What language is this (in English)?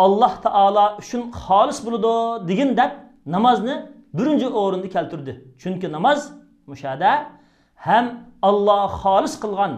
Uyghur